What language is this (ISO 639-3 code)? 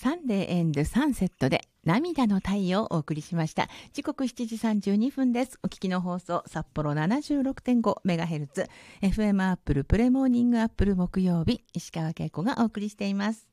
jpn